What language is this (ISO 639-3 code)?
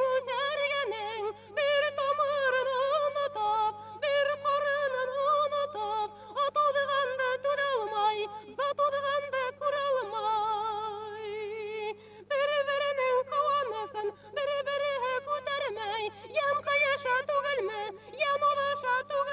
bak